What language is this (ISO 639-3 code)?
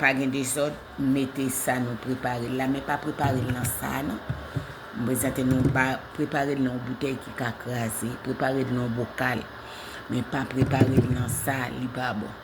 hat